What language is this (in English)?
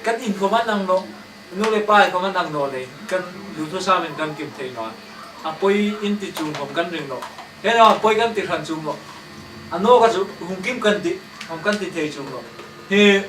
Hmar